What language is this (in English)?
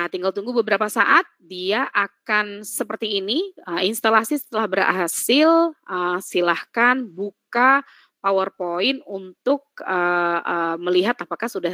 Indonesian